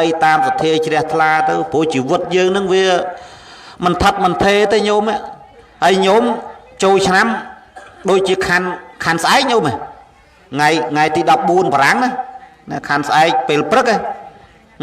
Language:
Khmer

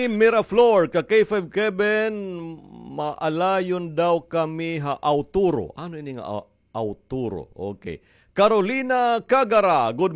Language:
Waray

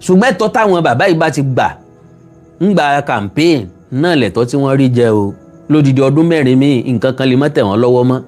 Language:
Yoruba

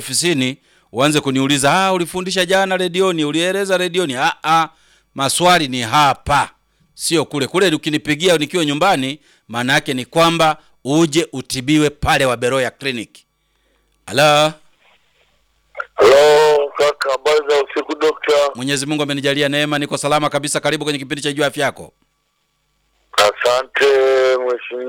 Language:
Swahili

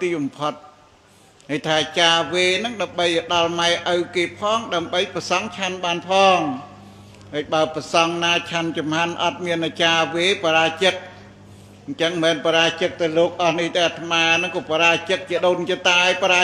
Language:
Khmer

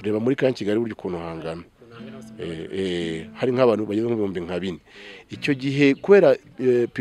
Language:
Kinyarwanda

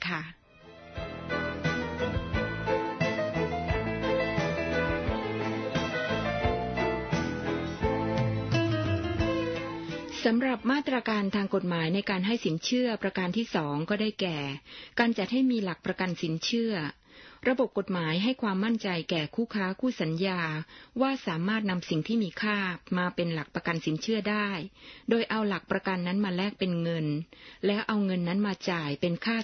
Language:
Thai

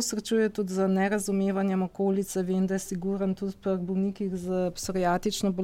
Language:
Slovenian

